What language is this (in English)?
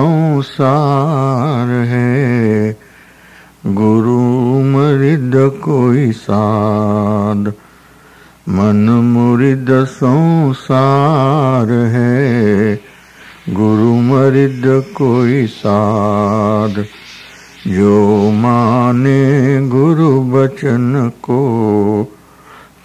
Gujarati